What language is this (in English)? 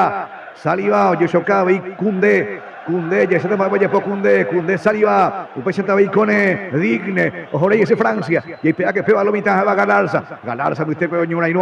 Guarani